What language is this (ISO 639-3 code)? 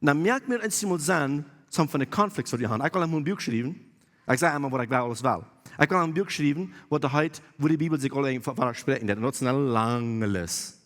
pdt